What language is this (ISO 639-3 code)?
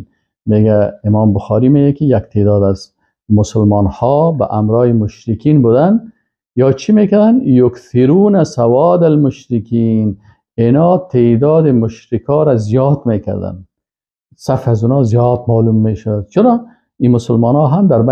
fas